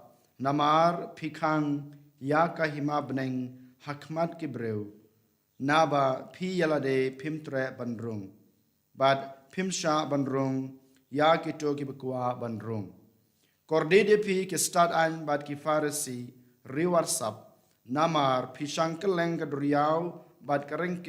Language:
Khasi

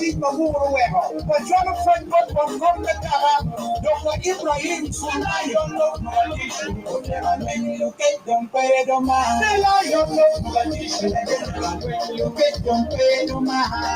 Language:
Acoli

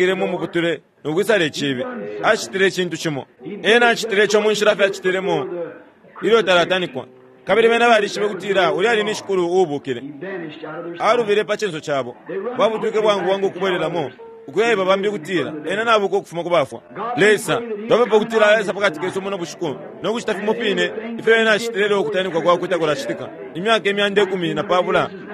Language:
Bemba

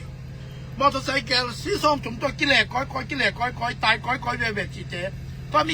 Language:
Tedim Chin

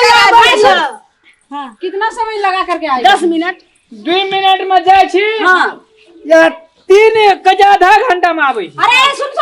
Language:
Maithili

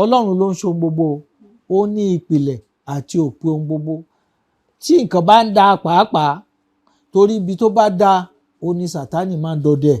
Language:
Yoruba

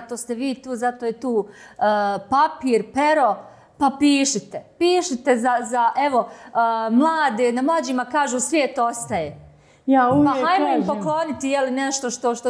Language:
Bosnian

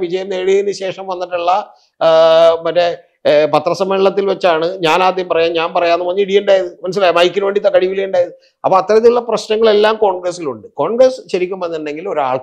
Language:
Malayalam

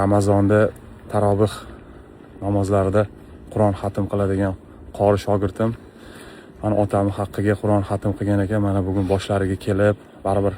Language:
Uzbek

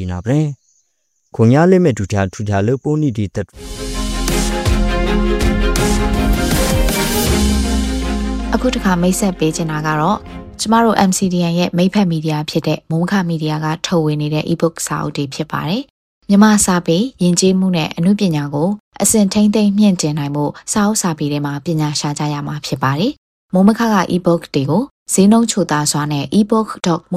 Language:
Burmese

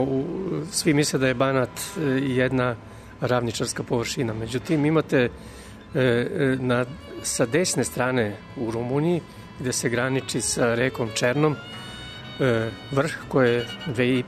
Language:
Serbian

